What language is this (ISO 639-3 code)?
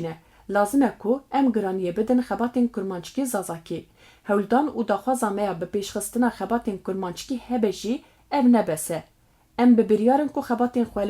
kur